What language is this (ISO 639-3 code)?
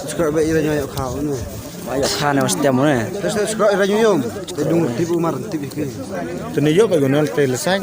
kha